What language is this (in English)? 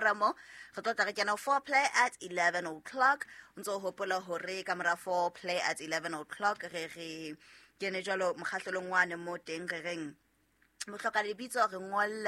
Southern Sotho